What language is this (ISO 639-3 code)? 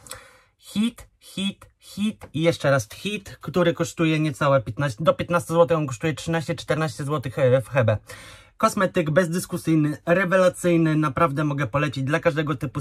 pol